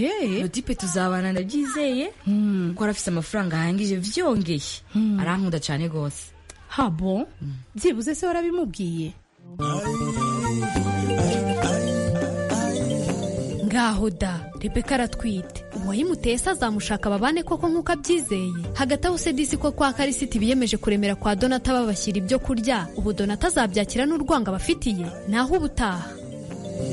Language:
Kinyarwanda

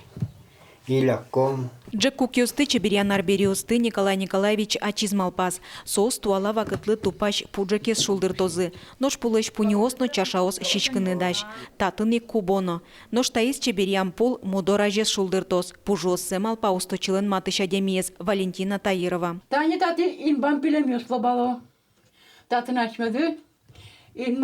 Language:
Udmurt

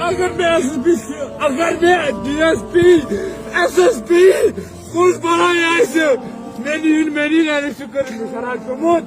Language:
Kashmiri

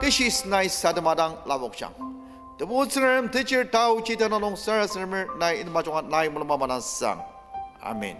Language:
Ao Naga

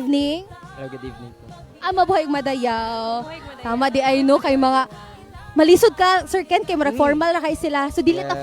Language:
Cebuano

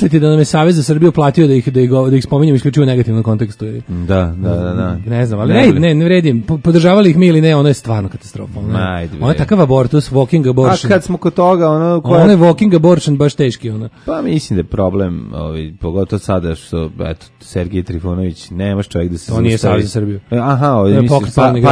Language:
Serbian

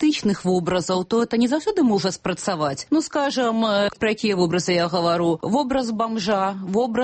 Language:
Belarusian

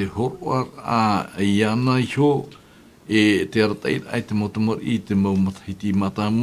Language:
Tahitian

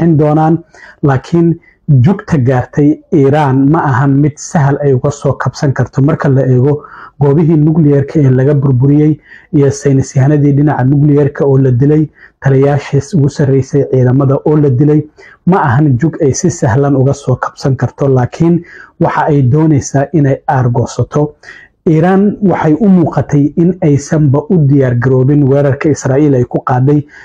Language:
Somali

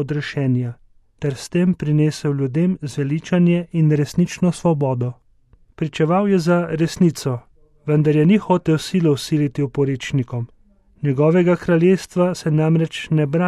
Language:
Slovenian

